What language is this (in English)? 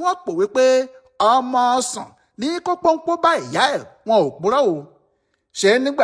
Yoruba